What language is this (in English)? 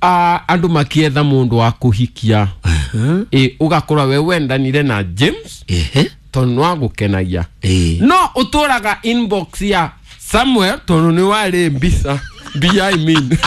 Kikuyu